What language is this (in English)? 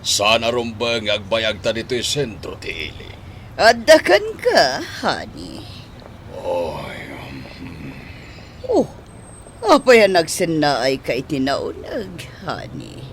Iloko